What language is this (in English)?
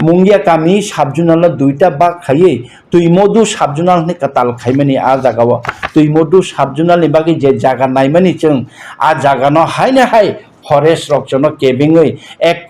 Kok Borok